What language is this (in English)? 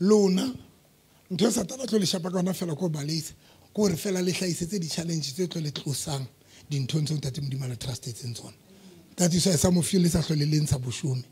Southern Sotho